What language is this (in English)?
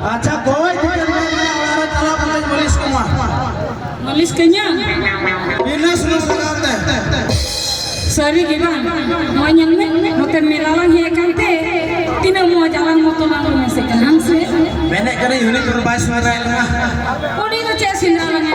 Santali